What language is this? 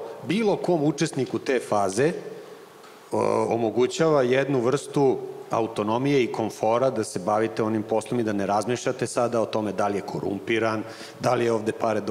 Serbian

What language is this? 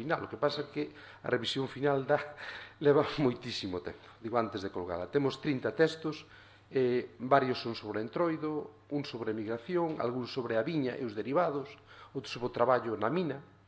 Galician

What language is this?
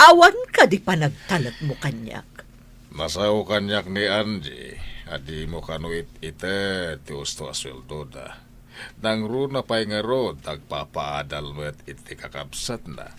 Iloko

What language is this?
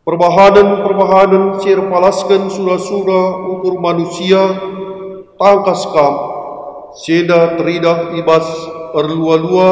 Batak Karo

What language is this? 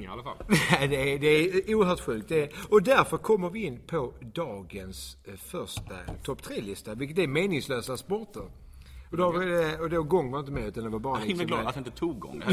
Swedish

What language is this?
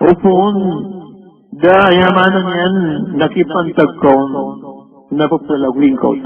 Maranao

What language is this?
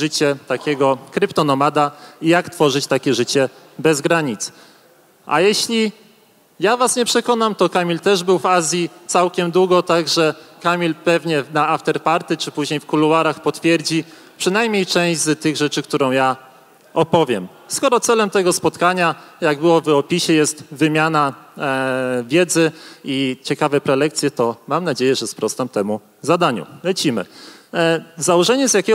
Polish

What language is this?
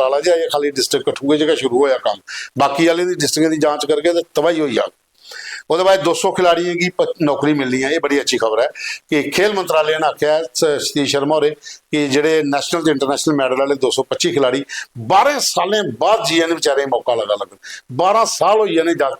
Dogri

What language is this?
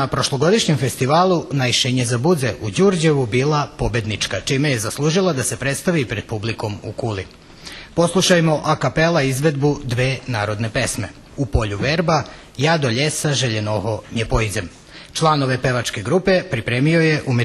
Rusyn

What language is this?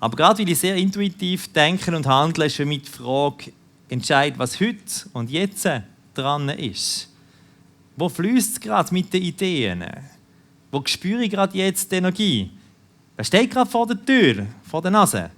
Swiss German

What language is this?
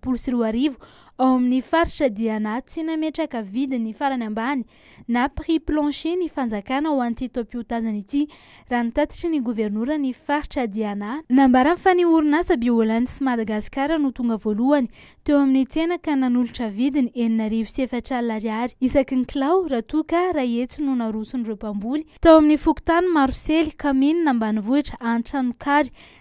Malagasy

